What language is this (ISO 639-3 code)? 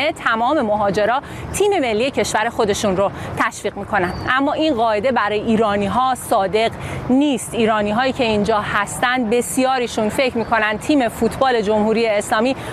fas